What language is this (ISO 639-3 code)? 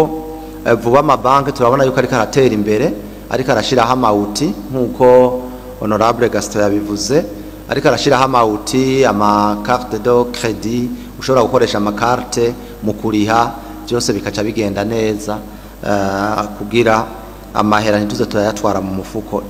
run